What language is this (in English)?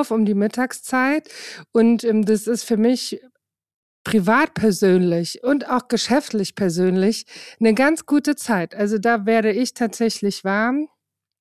German